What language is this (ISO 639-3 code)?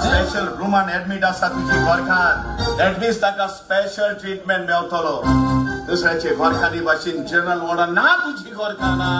kok